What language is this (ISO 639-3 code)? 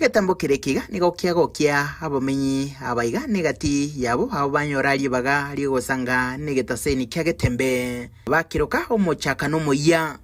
guz